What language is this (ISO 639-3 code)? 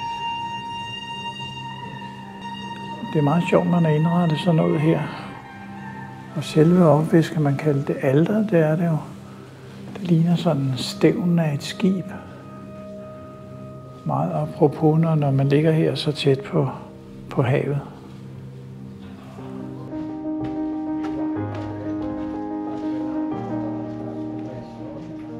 dan